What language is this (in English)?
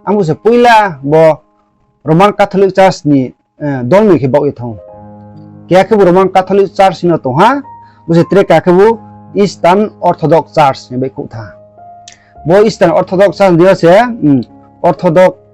Riang (India)